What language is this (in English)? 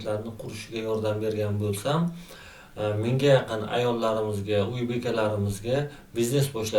Uzbek